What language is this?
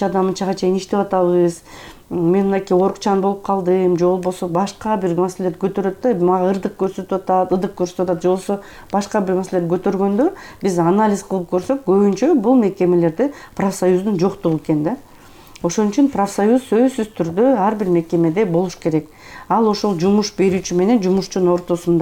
Kyrgyz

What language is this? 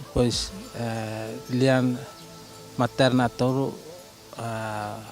Tetum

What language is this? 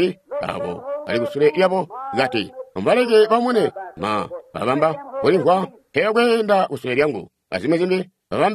Tonga (Zambia)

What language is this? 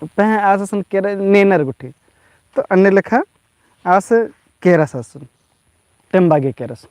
Kurukh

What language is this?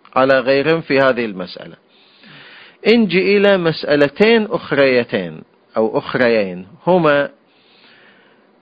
Arabic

